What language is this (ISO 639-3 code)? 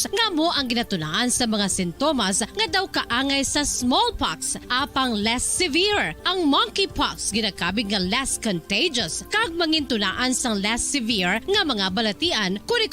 hil